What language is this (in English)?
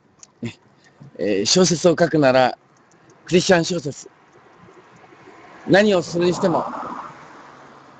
Japanese